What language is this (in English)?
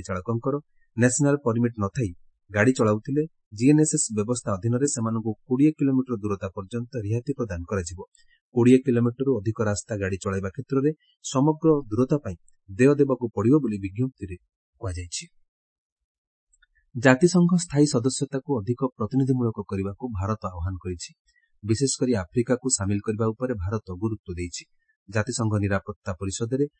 Odia